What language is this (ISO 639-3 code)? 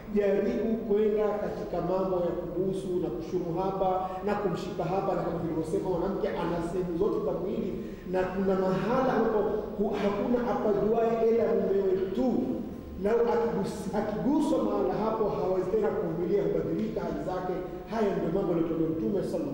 swa